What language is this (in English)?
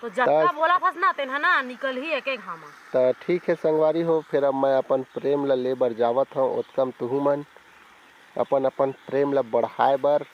Chhattisgarhi